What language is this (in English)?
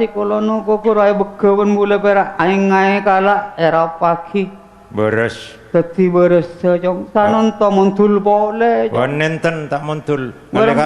Madurese